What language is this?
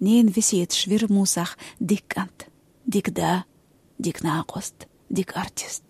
Chechen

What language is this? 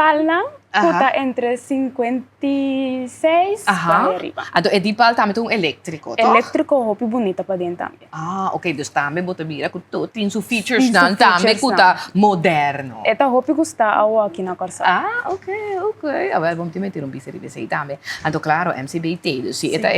Papiamento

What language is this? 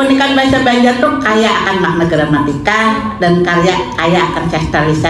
Banjar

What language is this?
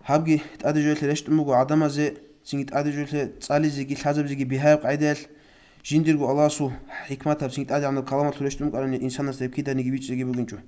Avaric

